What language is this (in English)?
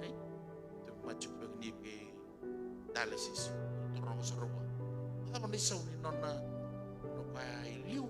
Fijian